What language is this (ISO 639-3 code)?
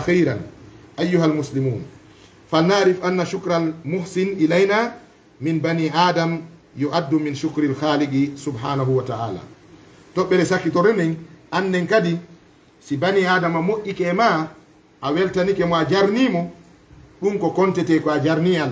ful